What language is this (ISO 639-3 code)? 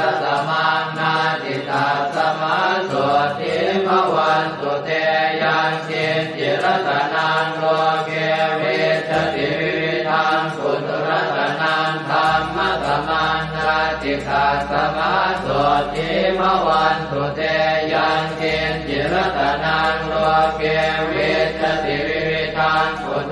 pli